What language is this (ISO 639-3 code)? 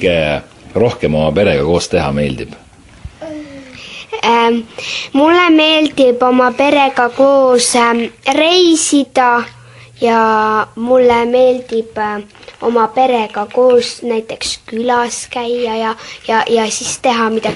est